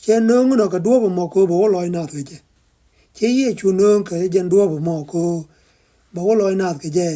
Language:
Nuer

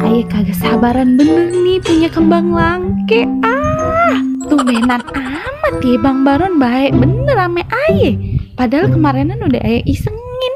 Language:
Betawi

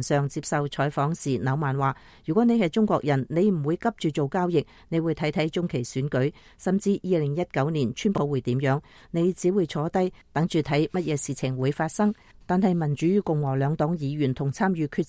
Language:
Cantonese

